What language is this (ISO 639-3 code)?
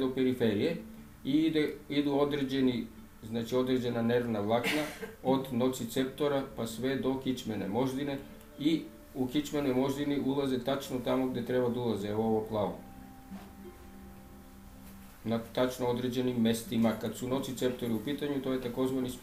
srp